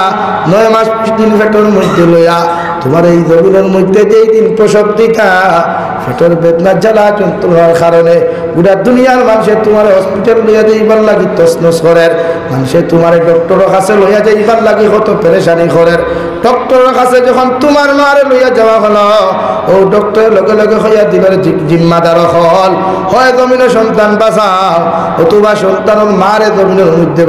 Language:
Sylheti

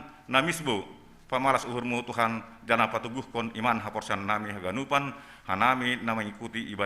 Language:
Batak Simalungun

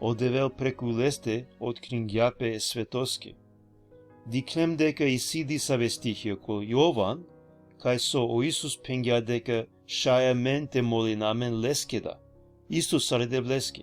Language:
Balkan Romani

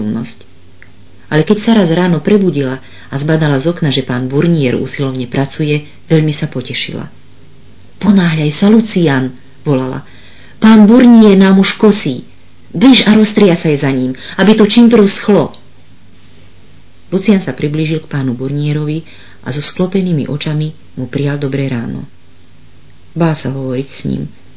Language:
Slovak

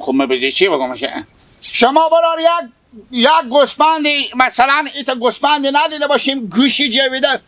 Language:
Hazaragi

